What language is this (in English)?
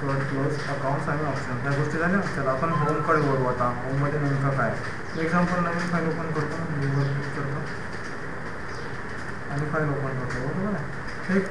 Marathi